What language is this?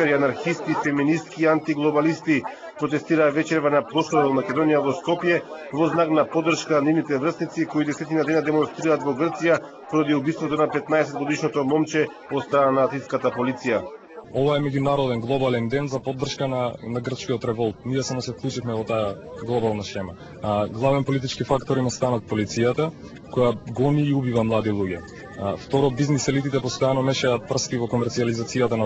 Macedonian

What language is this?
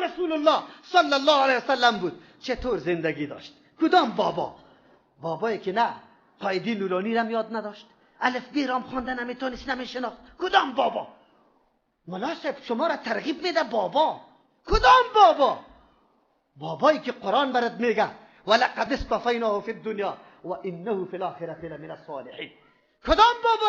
Persian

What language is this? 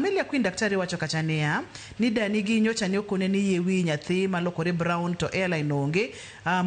Luo (Kenya and Tanzania)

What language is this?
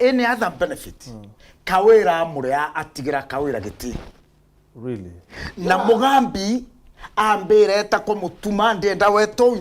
Meru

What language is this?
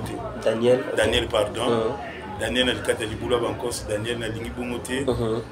Lingala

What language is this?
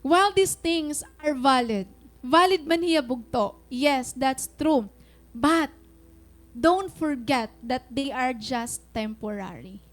Waray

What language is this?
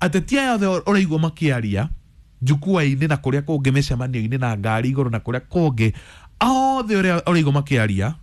Kikuyu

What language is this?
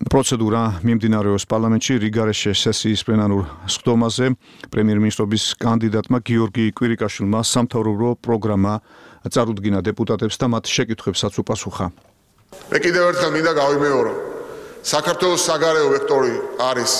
Georgian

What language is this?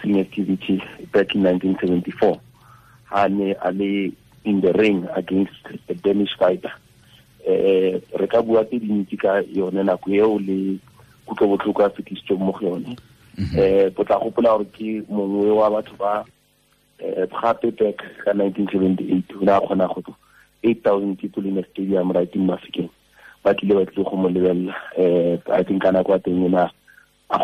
Tswana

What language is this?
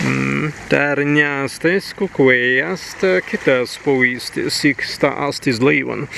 Prussian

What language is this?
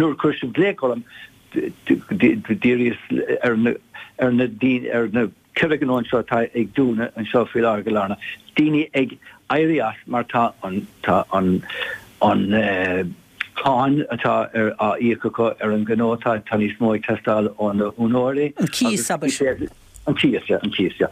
Irish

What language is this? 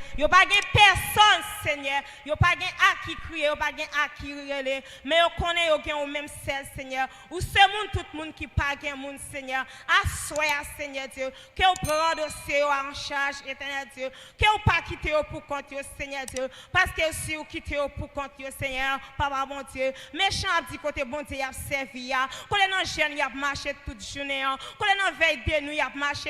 Haitian Creole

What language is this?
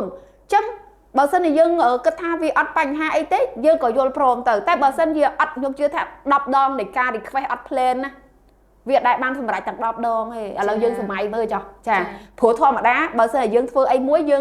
Khmer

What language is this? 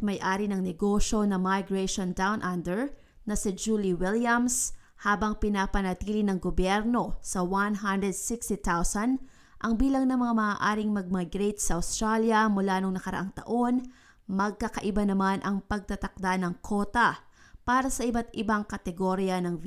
Filipino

